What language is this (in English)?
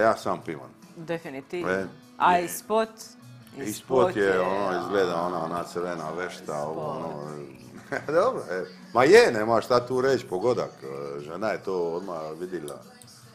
Croatian